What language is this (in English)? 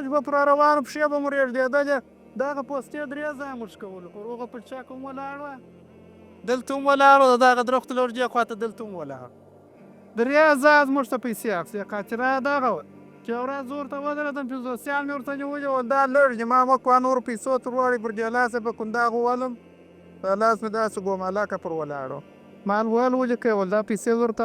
Pashto